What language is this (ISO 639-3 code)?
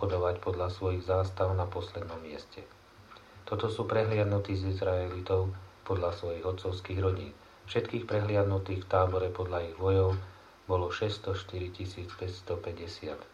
slk